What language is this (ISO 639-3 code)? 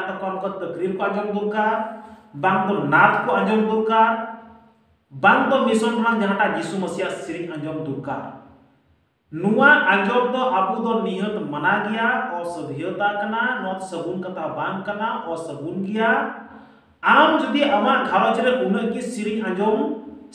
sat